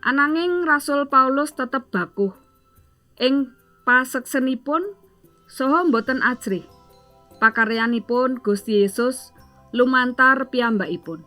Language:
Javanese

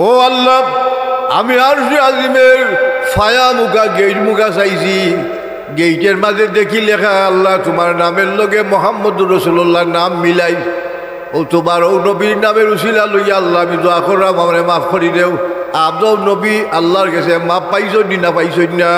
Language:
Sylheti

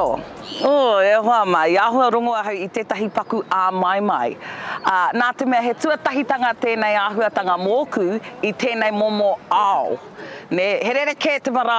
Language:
Māori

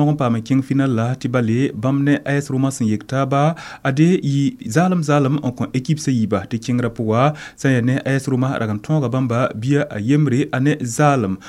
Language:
Mossi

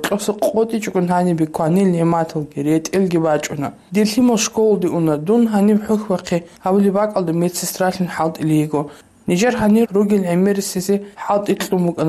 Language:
Avaric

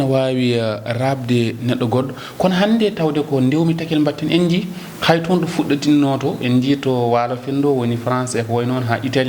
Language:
Fula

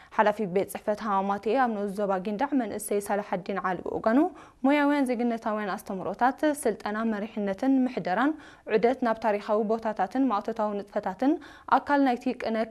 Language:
Tigrinya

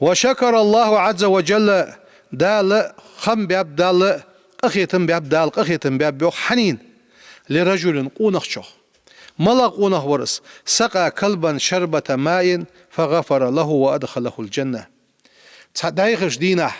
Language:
Ingush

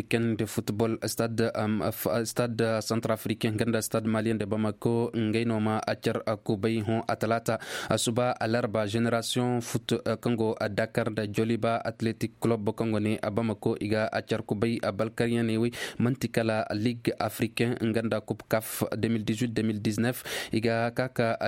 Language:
Koyraboro Senni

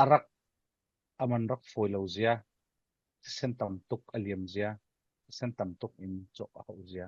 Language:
Falam Chin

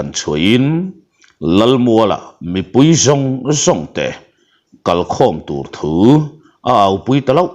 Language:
Mizo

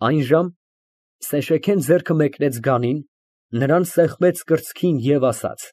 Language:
Armenian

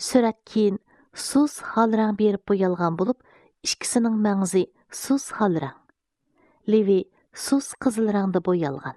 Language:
Uyghur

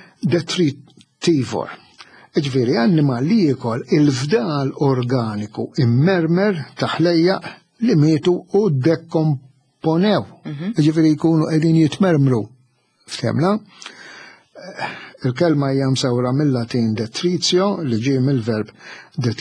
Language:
Maltese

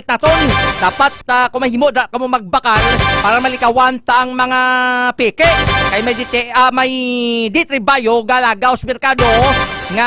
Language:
Hiligaynon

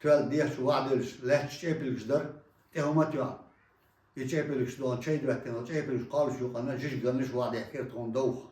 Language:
Chechen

